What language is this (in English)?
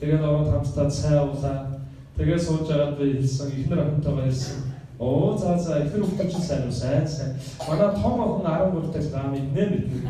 Mongolian